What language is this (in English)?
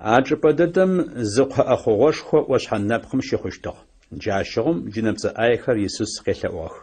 Adyghe